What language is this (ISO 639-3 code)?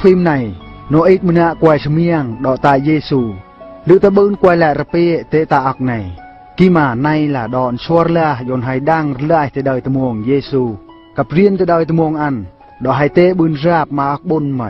bru